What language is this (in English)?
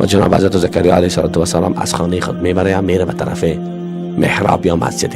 Persian